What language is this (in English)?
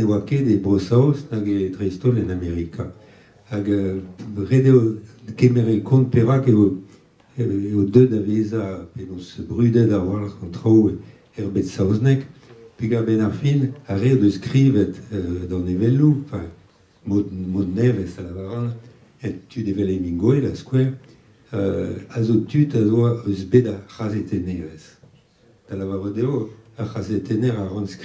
Breton